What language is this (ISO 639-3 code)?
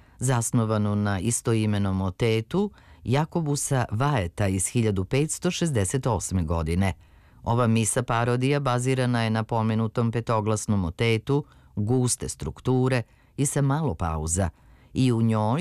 srp